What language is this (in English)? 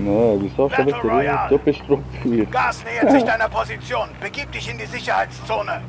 Swiss German